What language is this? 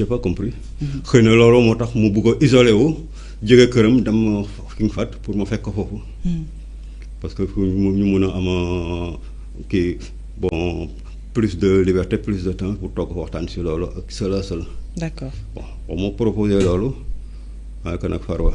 Wolof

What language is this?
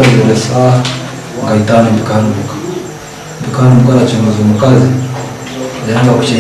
Nyankole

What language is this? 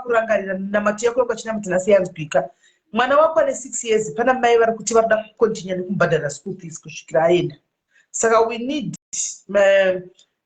Shona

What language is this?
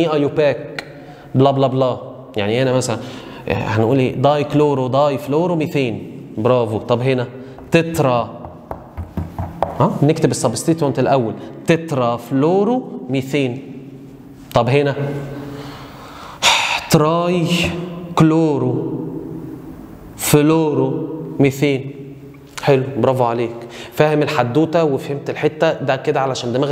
Egyptian Arabic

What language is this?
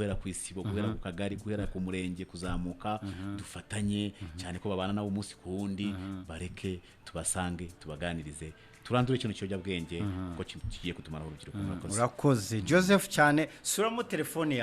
Kinyarwanda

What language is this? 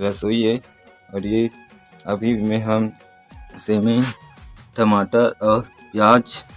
Chhattisgarhi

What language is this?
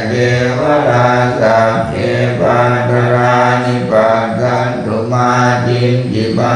Pali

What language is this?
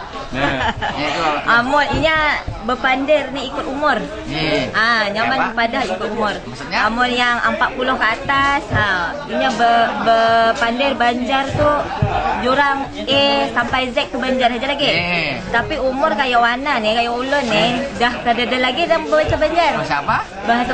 Banjar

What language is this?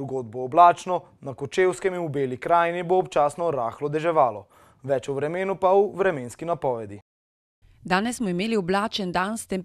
Slovenian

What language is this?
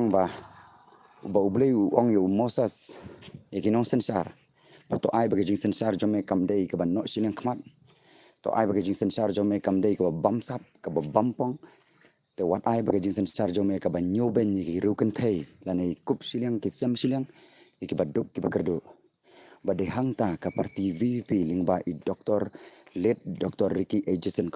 Khasi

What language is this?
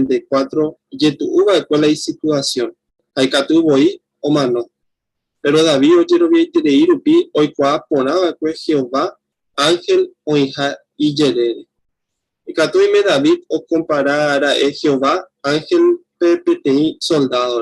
Guarani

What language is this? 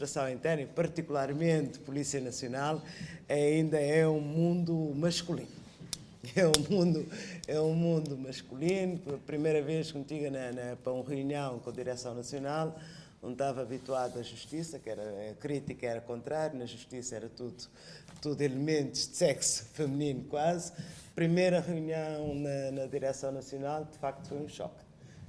Kabuverdianu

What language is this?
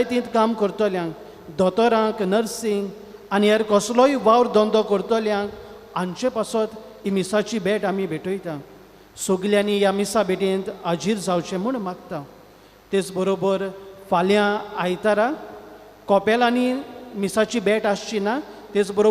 Konkani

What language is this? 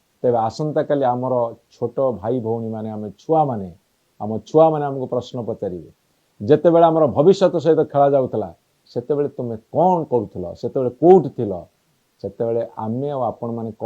Odia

